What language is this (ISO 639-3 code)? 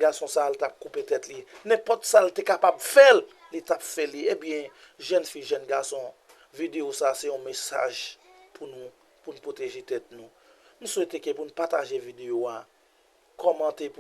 hat